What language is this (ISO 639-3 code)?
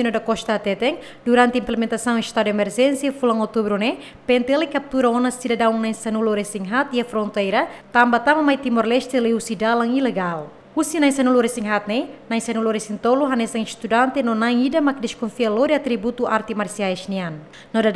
tet